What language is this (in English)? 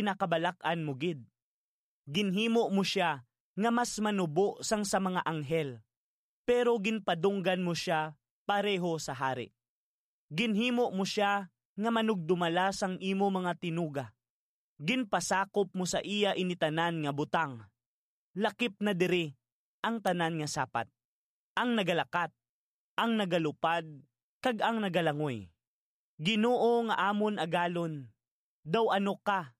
Hiligaynon